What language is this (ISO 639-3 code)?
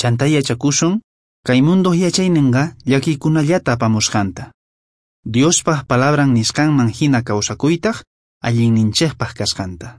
quh